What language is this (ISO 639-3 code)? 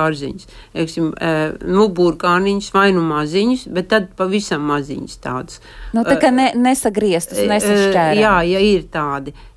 lav